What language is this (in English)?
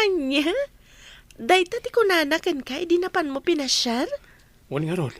Iloko